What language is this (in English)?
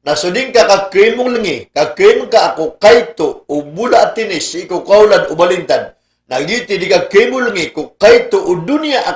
Maranao